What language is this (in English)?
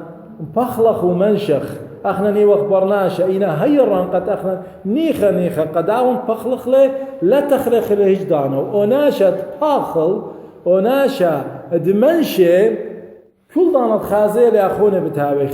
Assyrian Neo-Aramaic